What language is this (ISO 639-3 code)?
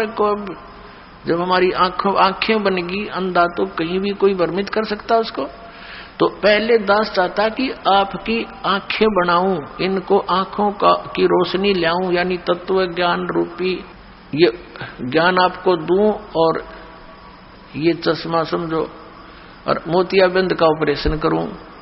hin